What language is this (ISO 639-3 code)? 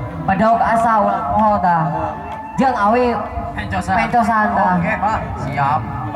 sun